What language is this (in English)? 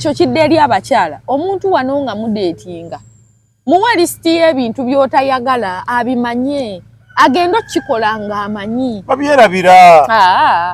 Ganda